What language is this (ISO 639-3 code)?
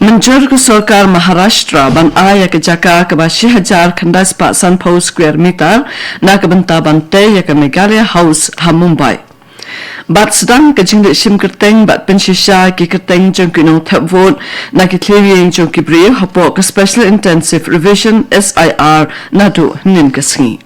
kha